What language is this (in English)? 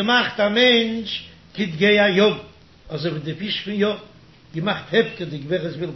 Yiddish